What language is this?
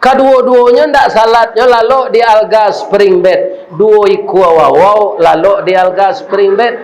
Minangkabau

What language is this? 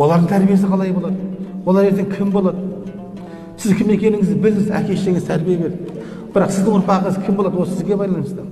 Kazakh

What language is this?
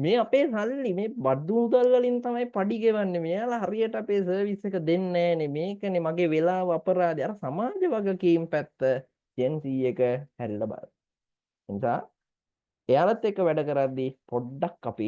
Sinhala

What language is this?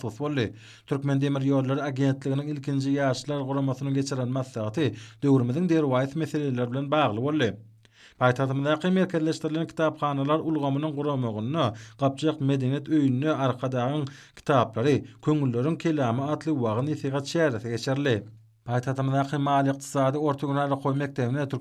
Turkmen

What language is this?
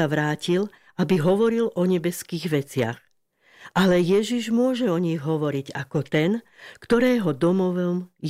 Slovak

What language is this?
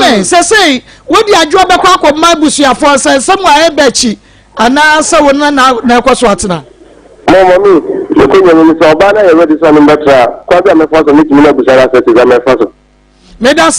Akan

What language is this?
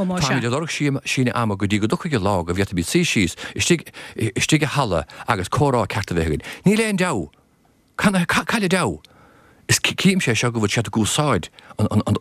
Irish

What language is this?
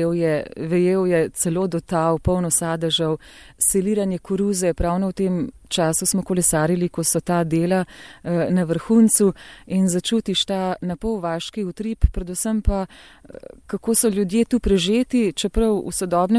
Slovenian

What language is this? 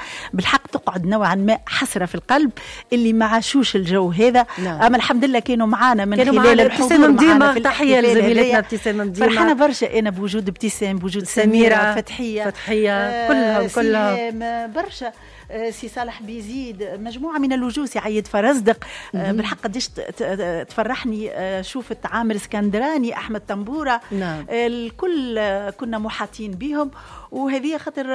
Tunisian Arabic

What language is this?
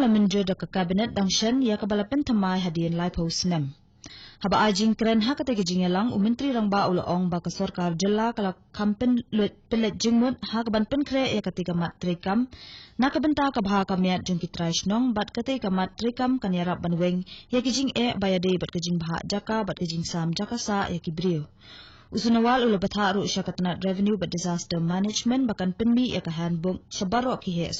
Khasi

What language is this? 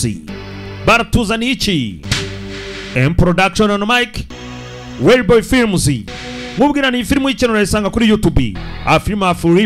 Kinyarwanda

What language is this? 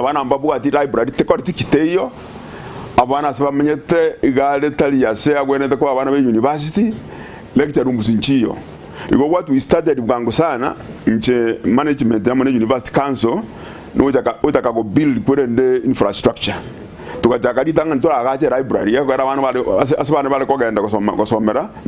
Gusii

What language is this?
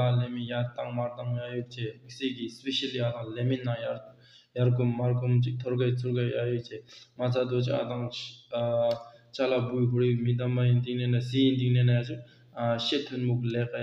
Tibetan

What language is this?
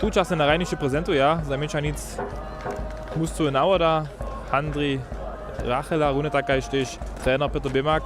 Upper Sorbian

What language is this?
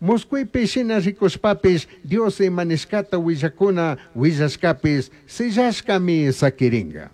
Chimborazo Highland Quichua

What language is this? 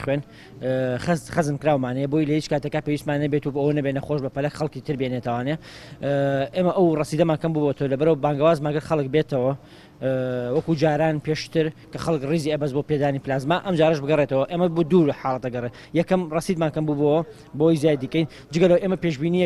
Central Kurdish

